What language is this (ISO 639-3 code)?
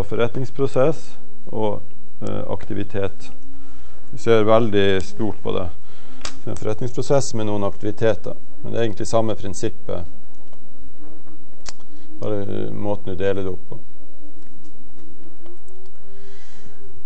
nor